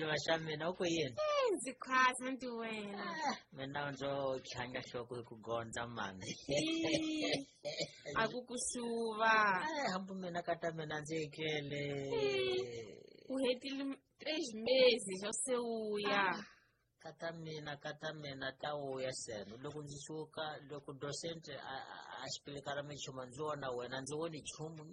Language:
Tsonga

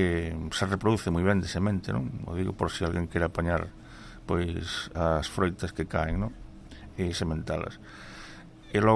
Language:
Galician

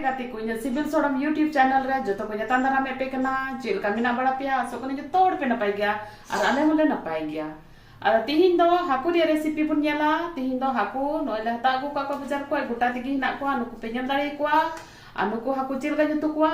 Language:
Santali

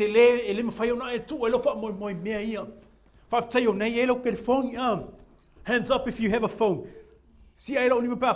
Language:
Samoan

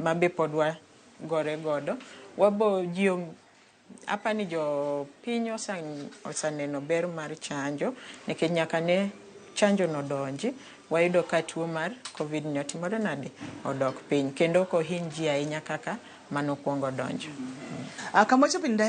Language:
Luo (Kenya and Tanzania)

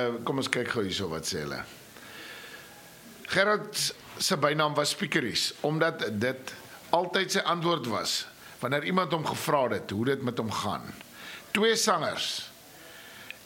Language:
Afrikaans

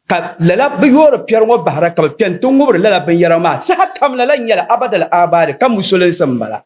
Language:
Dagbani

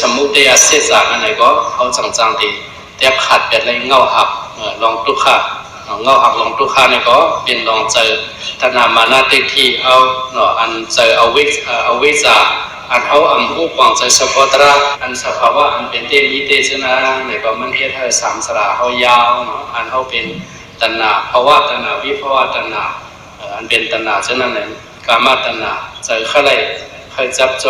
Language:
Shan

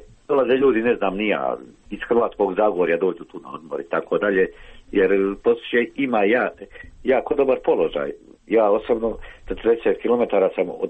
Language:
Croatian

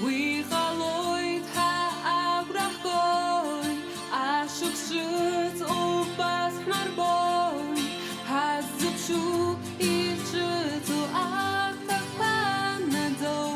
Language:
Abkhazian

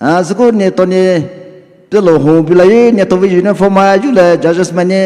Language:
Poumei Naga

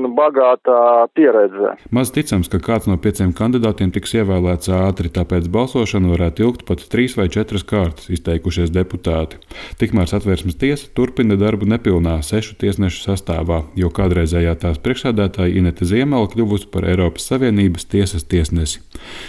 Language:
Latvian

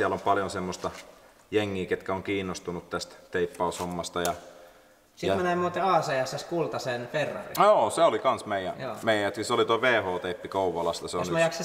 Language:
Finnish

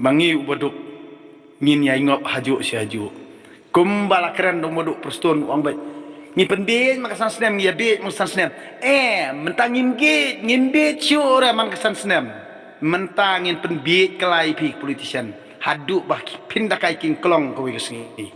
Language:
Khasi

